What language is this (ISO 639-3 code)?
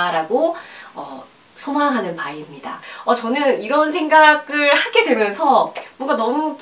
kor